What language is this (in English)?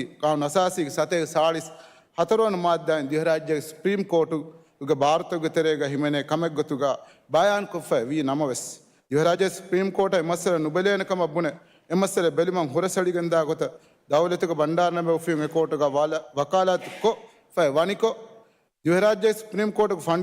Divehi